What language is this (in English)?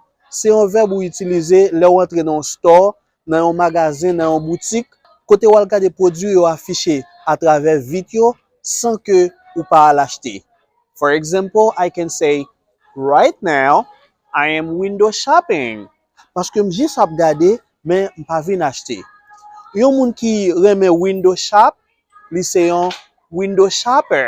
Haitian Creole